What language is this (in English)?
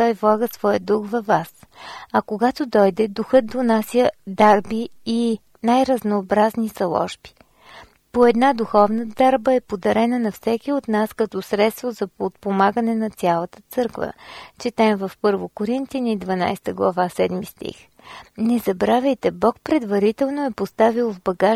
Bulgarian